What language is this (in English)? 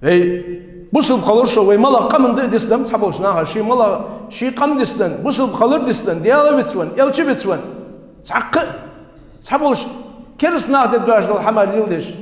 Ingush